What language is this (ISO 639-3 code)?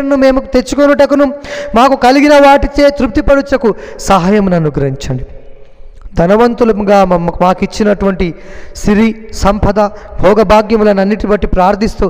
tel